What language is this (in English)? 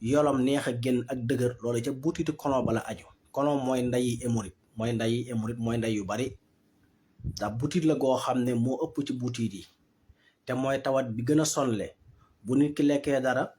Wolof